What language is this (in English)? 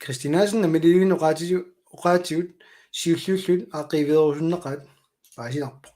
Kalaallisut